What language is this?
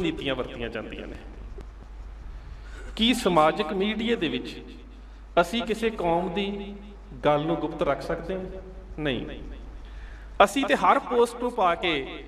Punjabi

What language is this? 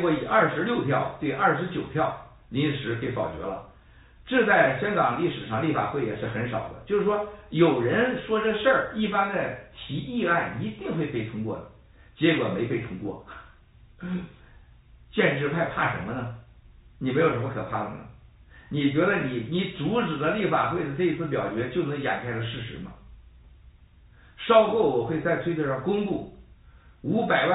Chinese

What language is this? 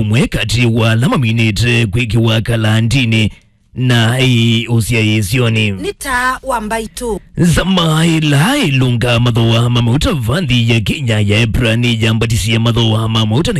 Kamba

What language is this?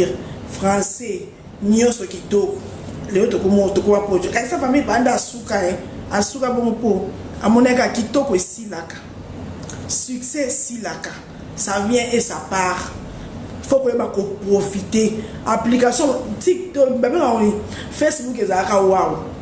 Lingala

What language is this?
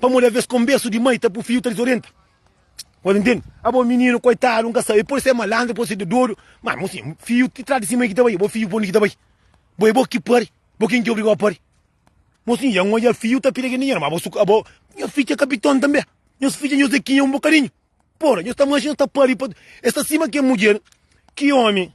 Kabuverdianu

